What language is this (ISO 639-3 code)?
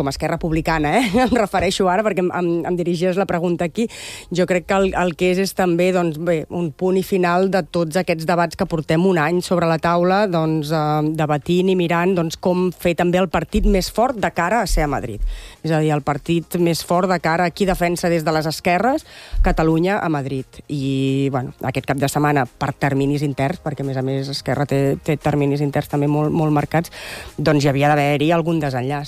cat